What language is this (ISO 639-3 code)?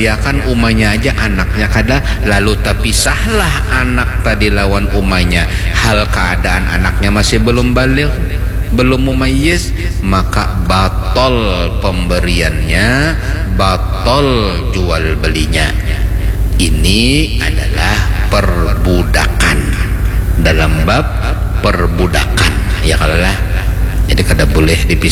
bjn